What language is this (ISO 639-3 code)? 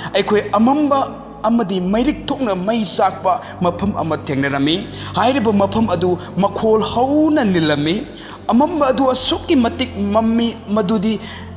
mni